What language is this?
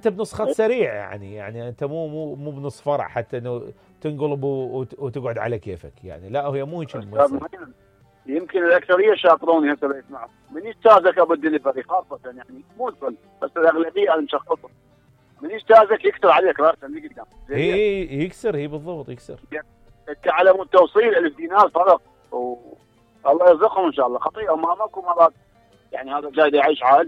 Mesopotamian Arabic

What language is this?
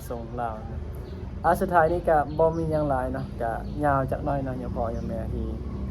Lao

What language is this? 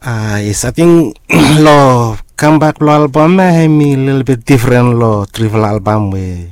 Bislama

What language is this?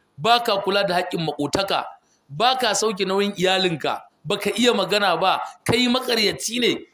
Hausa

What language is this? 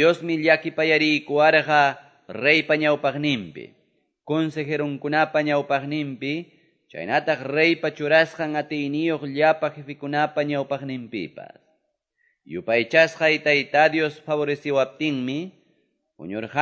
Quechua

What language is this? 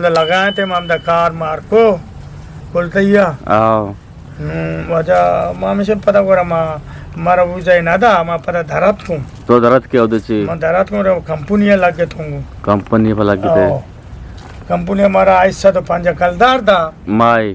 Eastern Balochi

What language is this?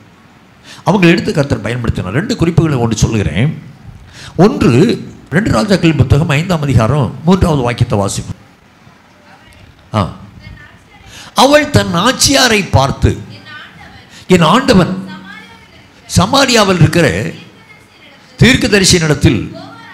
Tamil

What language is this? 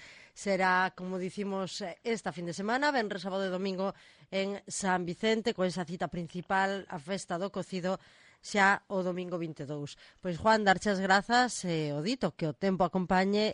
Galician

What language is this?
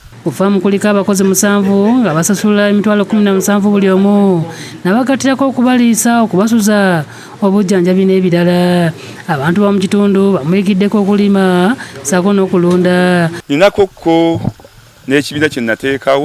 Ganda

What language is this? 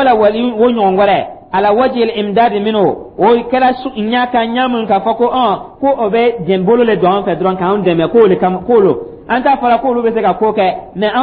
Dyula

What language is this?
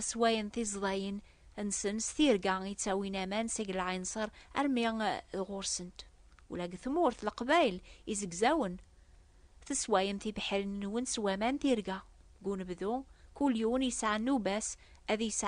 Kabyle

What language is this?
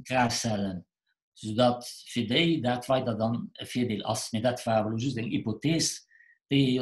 Luxembourgish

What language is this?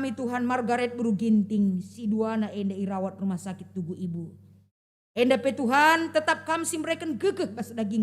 Batak Karo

